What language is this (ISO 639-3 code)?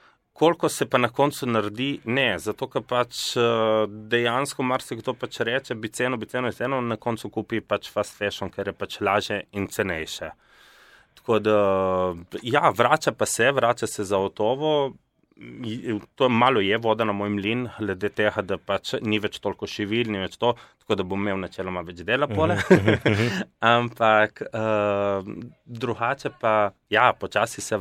slv